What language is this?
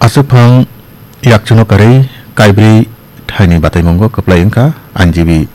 Kok Borok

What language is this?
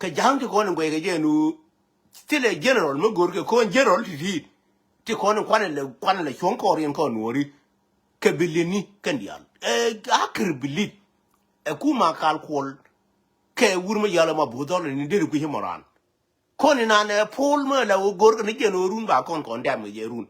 Nuer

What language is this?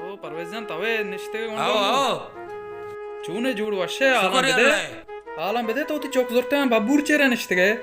Baluchi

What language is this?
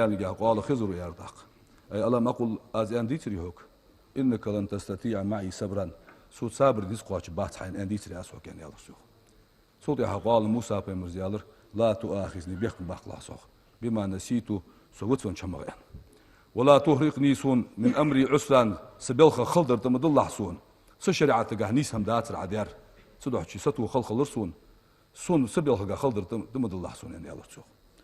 Ingush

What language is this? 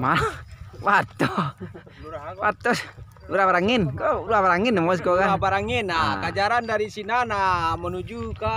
Minangkabau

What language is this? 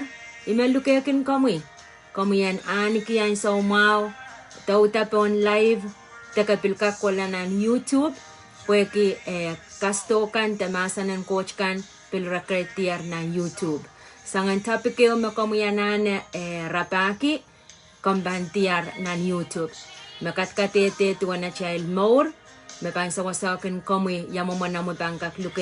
Pohnpeian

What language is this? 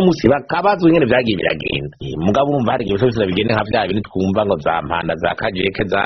Rundi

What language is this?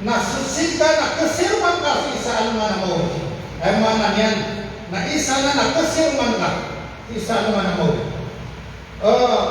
Maranao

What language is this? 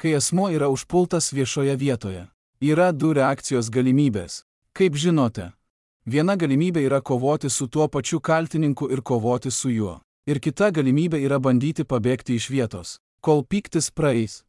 Lithuanian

